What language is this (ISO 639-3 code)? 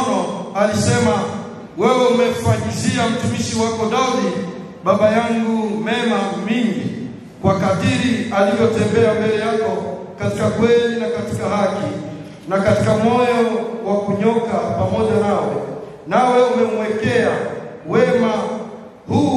swa